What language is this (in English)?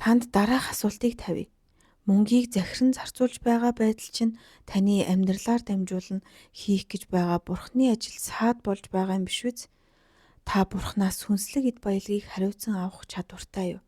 Mongolian